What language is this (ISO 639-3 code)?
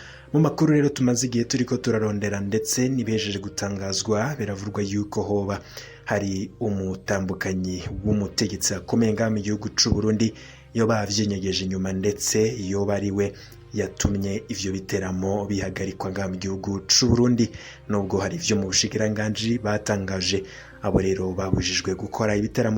run